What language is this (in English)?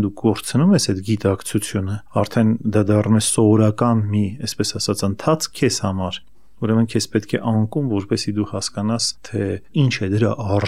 Armenian